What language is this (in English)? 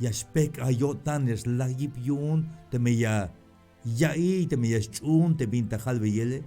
Tzeltal